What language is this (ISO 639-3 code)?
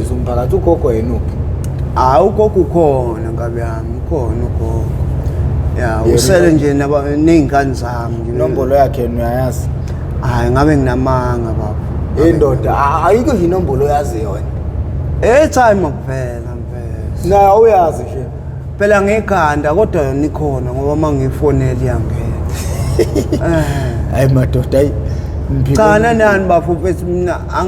zul